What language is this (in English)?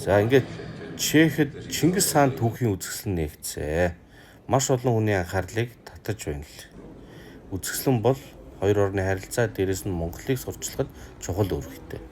Mongolian